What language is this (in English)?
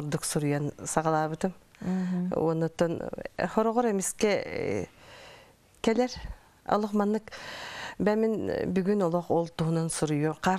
Yakut